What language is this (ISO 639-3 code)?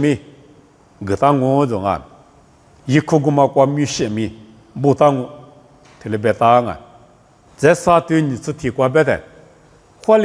lis